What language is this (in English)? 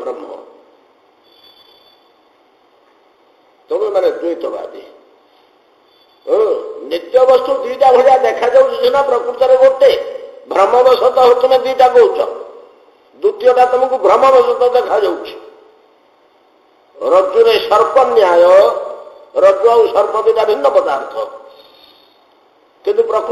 Odia